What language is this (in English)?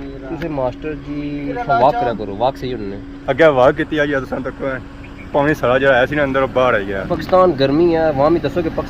Pahari-Potwari